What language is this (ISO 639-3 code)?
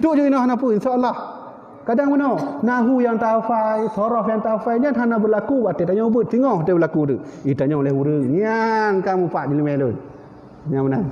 ace